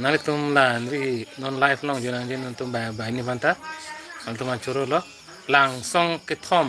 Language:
Karbi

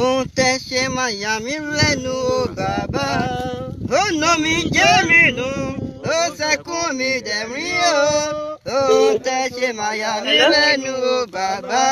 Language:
Yoruba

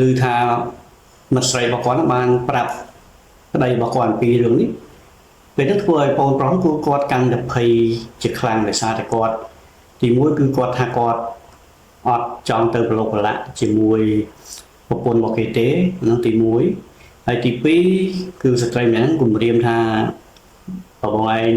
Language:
Khmer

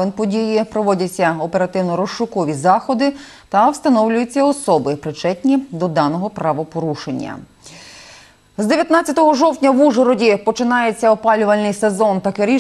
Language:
Ukrainian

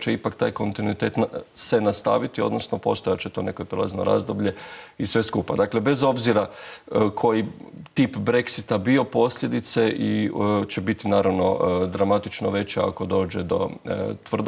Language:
Croatian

